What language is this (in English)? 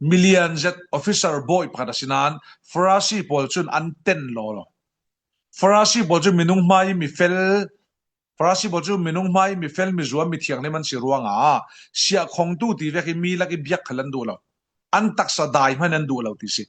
Falam Chin